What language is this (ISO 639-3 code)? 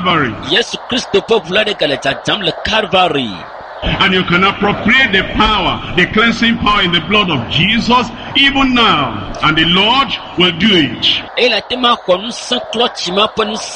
ewe